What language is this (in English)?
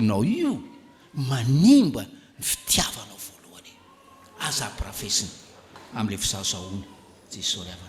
Malagasy